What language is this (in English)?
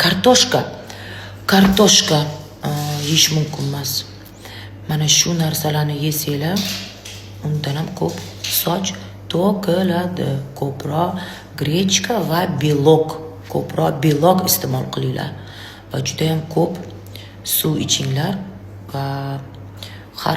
Uzbek